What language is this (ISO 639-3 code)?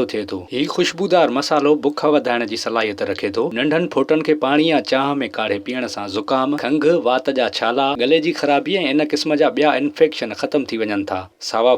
snd